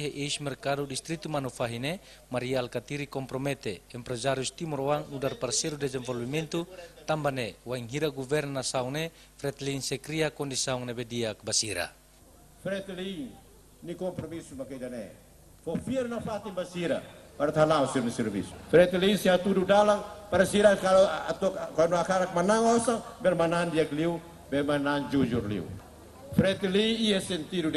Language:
Tetum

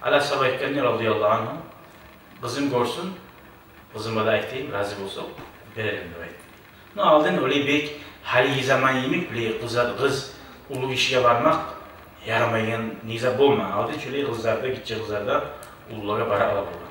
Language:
Kumyk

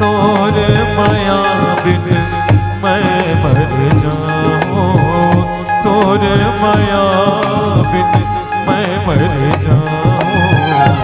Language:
Chhattisgarhi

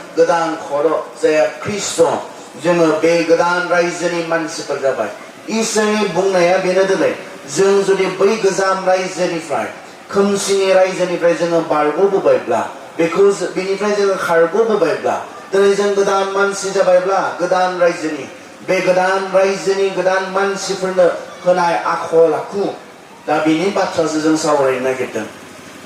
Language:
Bodo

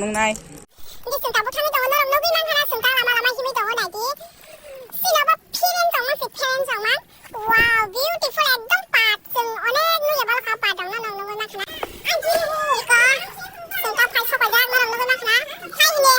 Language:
Kok Borok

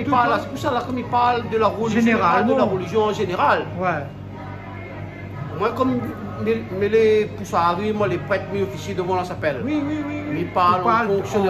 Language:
Réunion Creole French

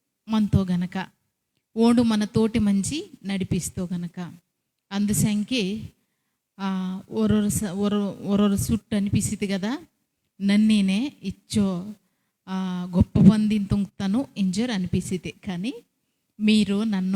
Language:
Koya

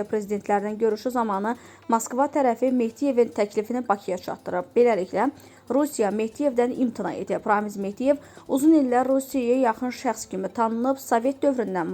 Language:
Azerbaijani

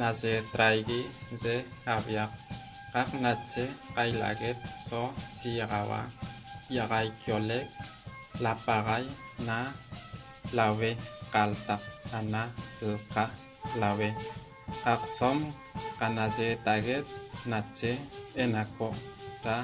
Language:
Toba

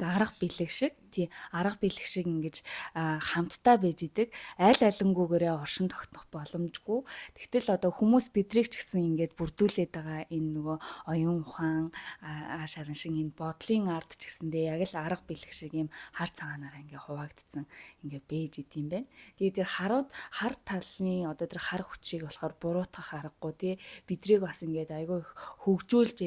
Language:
Mongolian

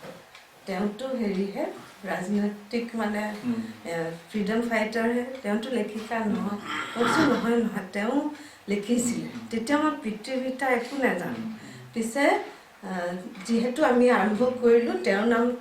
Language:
Assamese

